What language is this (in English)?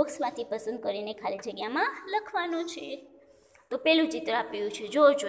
Gujarati